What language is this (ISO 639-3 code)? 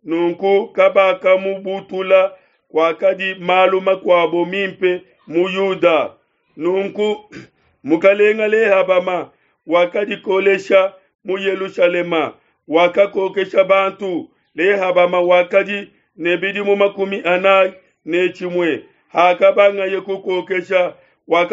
lua